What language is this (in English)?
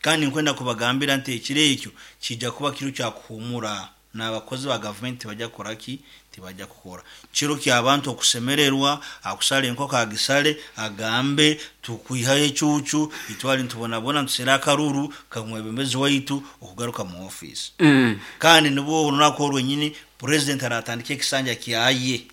Nyankole